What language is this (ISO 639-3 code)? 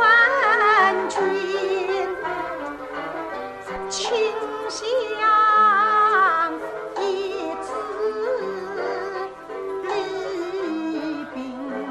zho